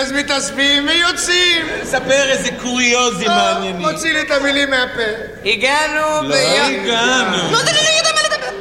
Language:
Hebrew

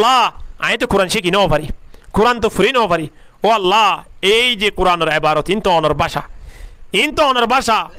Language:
Rohingya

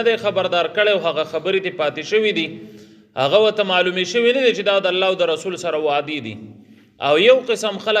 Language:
Pashto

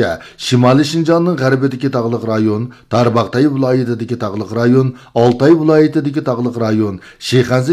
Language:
Uyghur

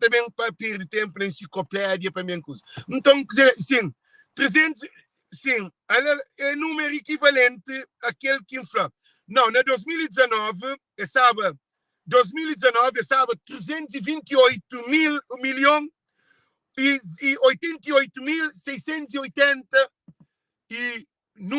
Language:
Kabuverdianu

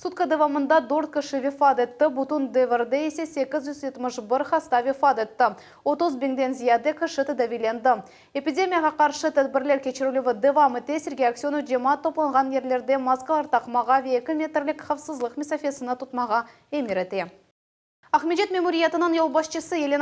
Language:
Crimean Tatar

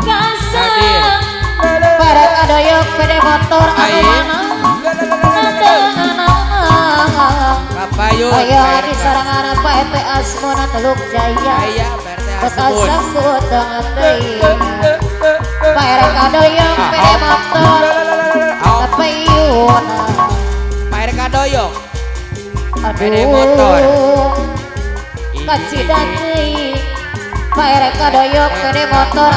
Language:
Sundanese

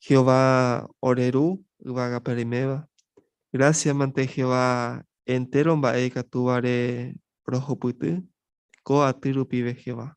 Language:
Guarani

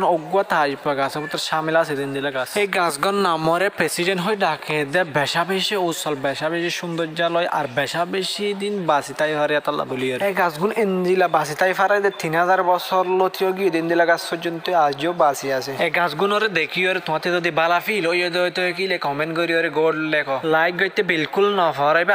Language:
Rohingya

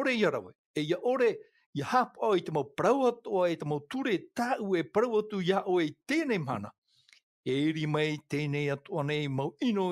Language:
Tahitian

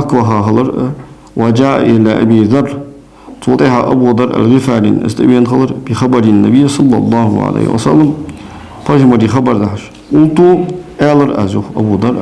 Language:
Ingush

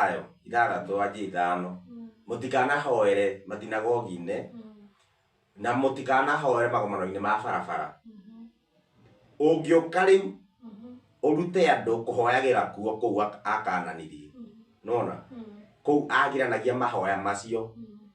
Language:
Kikuyu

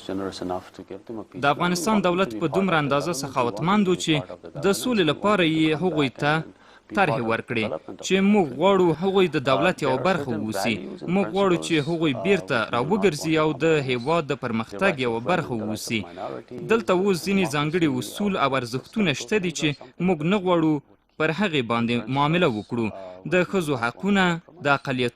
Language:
Pashto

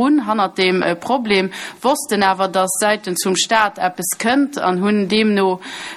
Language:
Luxembourgish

